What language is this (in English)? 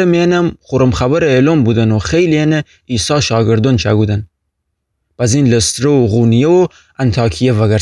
Gilaki